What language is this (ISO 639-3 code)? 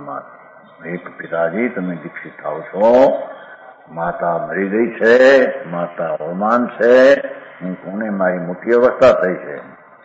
guj